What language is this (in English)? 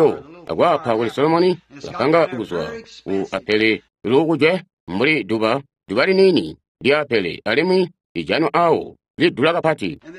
Tonga (Zambia)